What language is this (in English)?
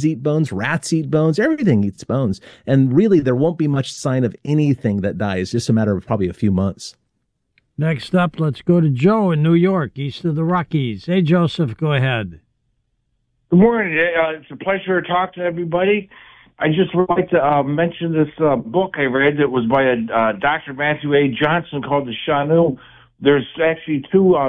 English